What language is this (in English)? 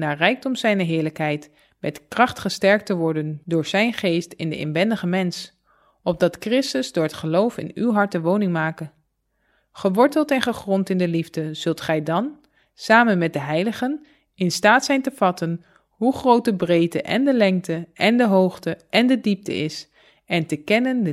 Dutch